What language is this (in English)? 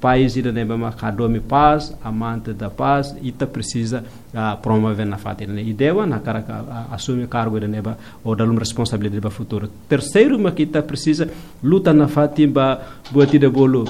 Tetum